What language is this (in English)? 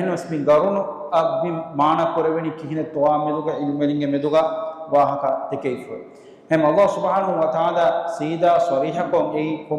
Divehi